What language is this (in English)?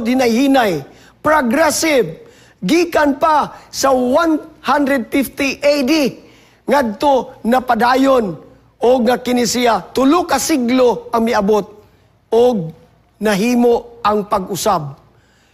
Cebuano